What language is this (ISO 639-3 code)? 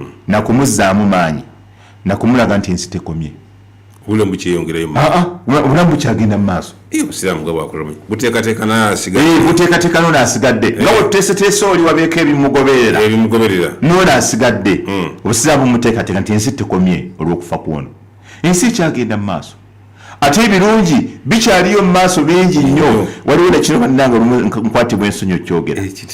lug